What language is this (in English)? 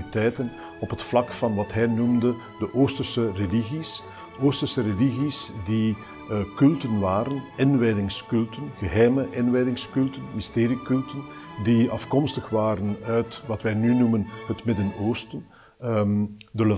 Dutch